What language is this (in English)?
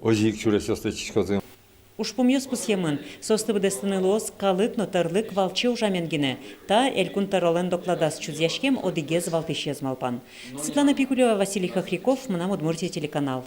Udmurt